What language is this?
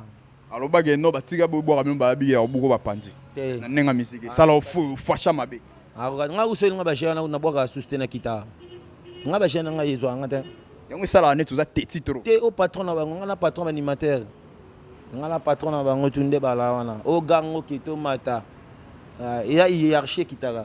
Lingala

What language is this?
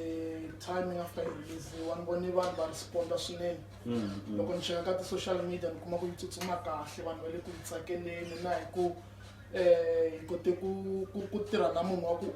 Tsonga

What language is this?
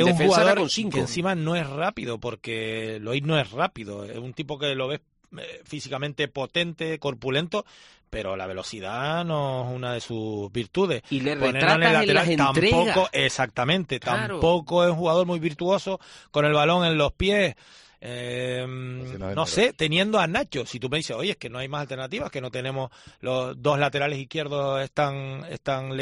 Spanish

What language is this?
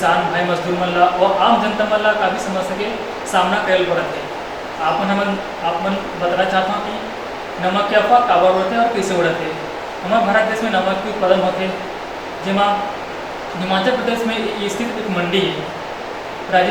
Chhattisgarhi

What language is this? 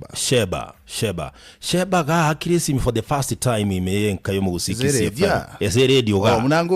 Gusii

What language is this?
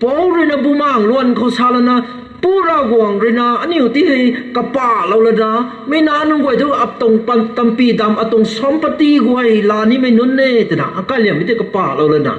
Rongmei Naga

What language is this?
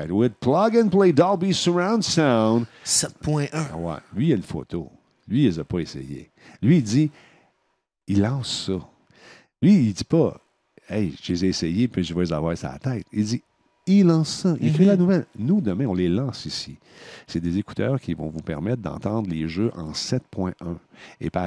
French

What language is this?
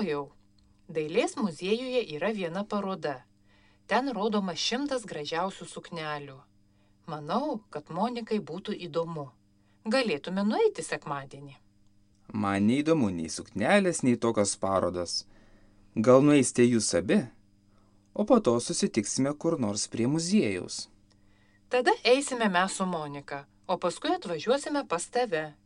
Lithuanian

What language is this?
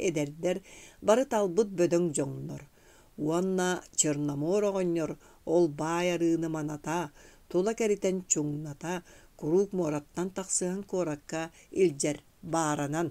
Yakut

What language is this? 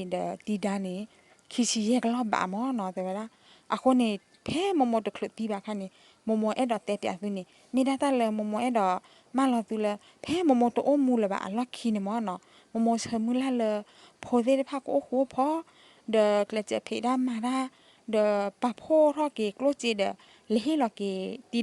S'gaw Karen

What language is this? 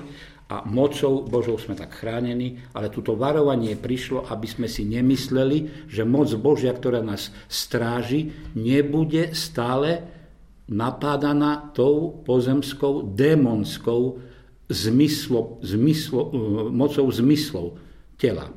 Slovak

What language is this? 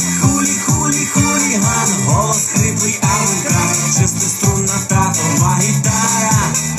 Ukrainian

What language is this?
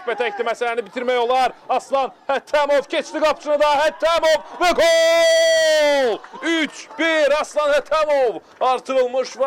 Azerbaijani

